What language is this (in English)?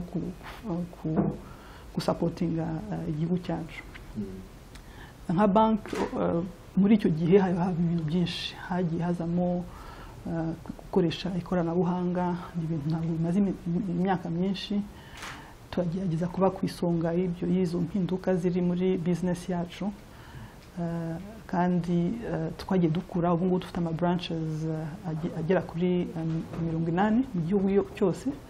Kinyarwanda